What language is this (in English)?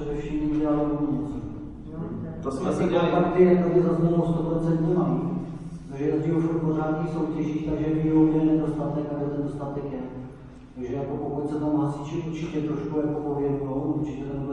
Czech